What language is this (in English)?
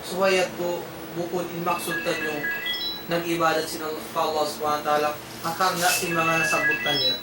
Tausug